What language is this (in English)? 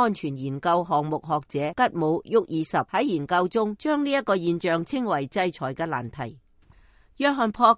Cantonese